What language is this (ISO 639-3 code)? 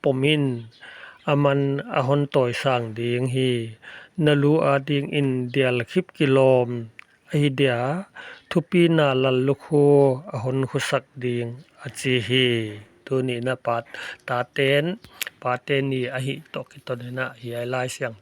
pck